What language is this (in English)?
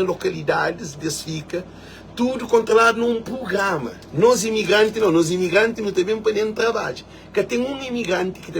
Kabuverdianu